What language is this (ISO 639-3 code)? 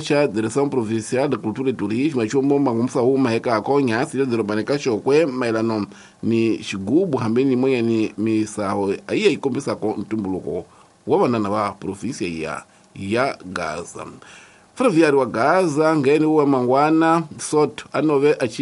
tso